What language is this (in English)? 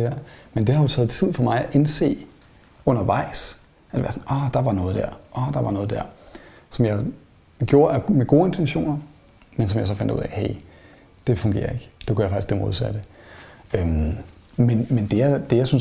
Danish